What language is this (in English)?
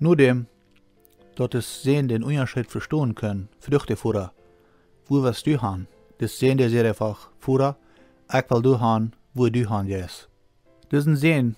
Plautdietsch